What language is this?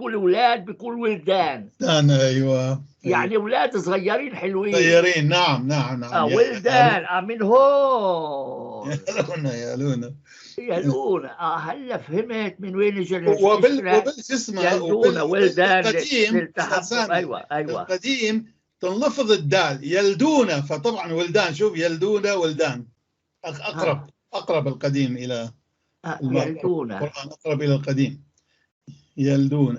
North Levantine Arabic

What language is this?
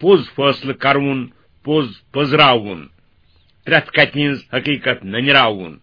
Kashmiri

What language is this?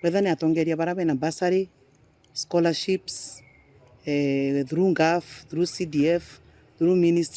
Meru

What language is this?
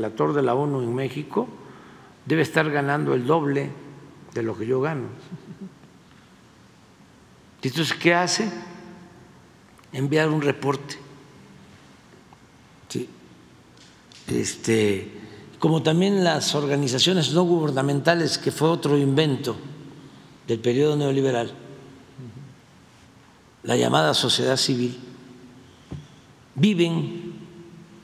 Spanish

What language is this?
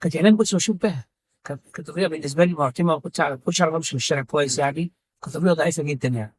Egyptian Arabic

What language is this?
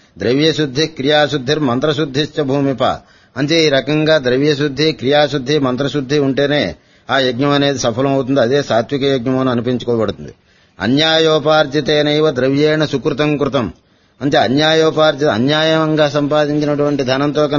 Telugu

